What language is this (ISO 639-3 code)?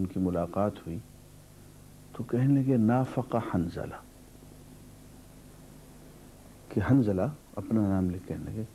urd